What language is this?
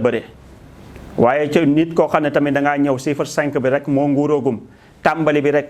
Wolof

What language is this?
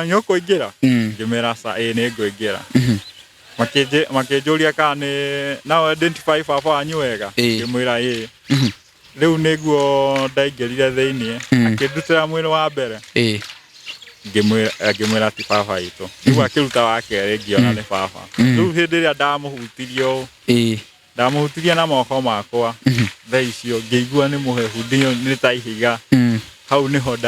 Kikuyu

